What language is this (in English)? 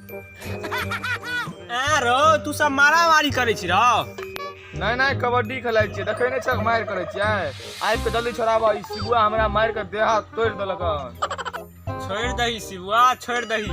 Maithili